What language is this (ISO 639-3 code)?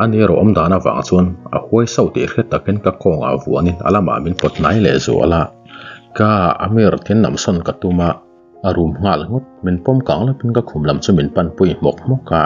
lus